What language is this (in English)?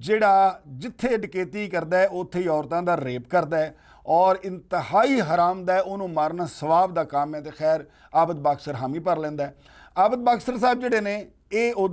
Western Panjabi